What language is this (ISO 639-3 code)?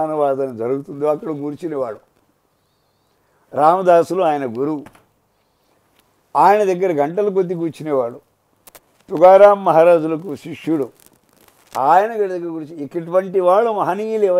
tel